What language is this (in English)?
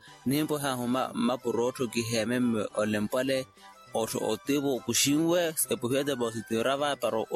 Makhuwa